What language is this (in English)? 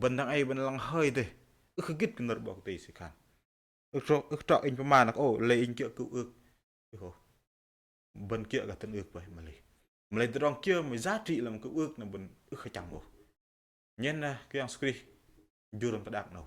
Bahnar